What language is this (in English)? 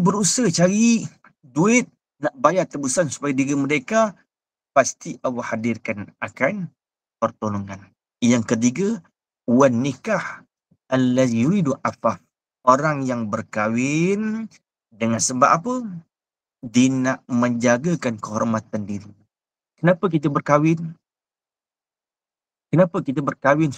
Malay